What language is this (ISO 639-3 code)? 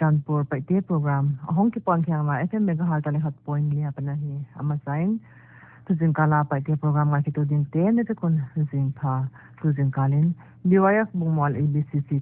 pck